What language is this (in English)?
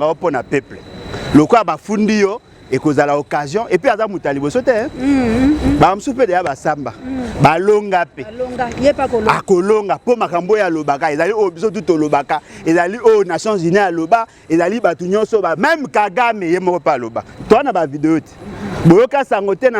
Lingala